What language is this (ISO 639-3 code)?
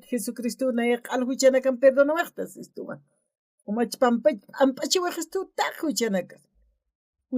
aym